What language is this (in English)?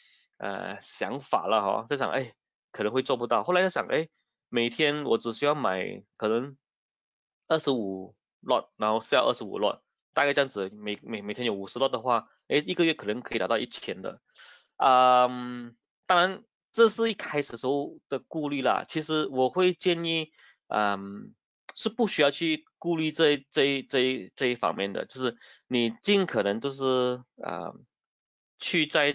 Chinese